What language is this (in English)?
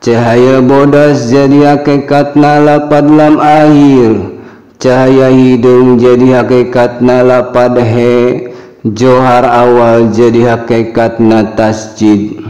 Sundanese